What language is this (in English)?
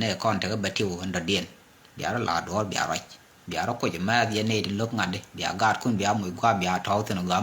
Nuer